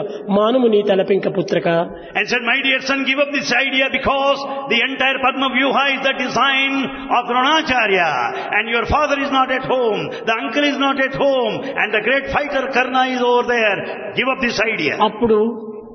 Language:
Telugu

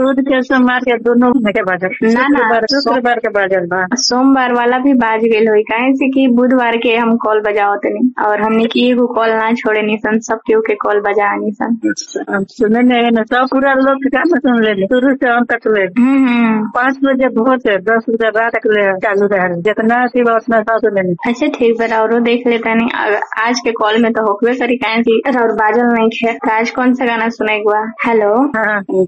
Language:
Bhojpuri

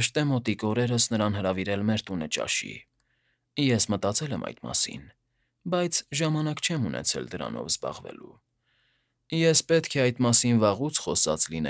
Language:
Armenian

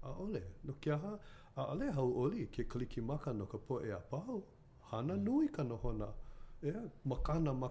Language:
Hawaiian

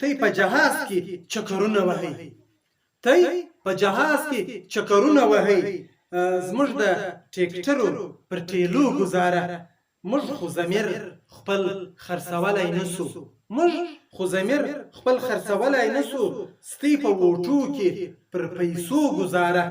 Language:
Pashto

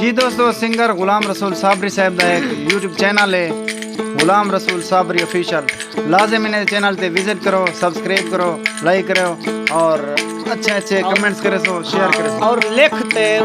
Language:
Saraiki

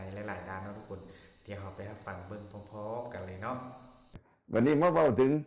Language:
Northeastern Thai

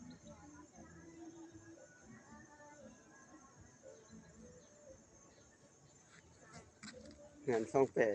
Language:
Lao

